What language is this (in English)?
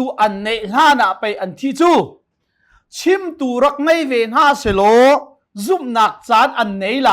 Hakha Chin